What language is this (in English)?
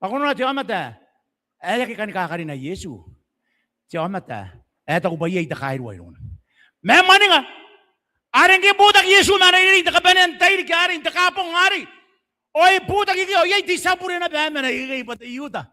Gilbertese